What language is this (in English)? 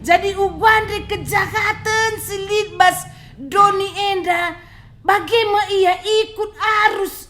Batak Karo